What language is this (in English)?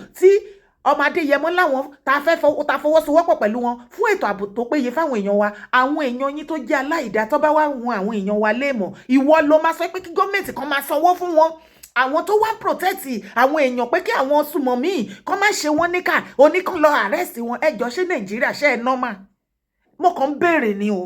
Yoruba